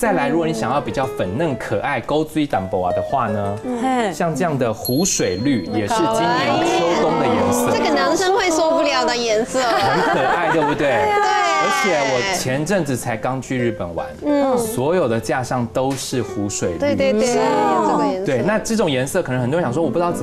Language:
Chinese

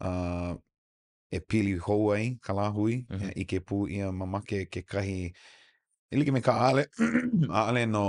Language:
Hawaiian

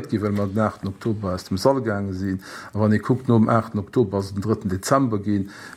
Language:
Luxembourgish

